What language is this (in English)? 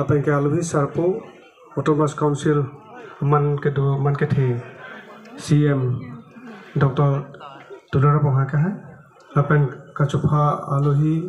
Karbi